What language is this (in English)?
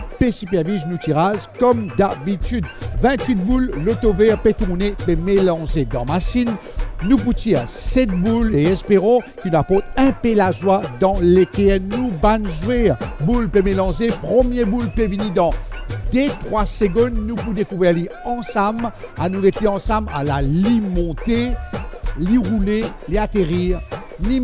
Morisyen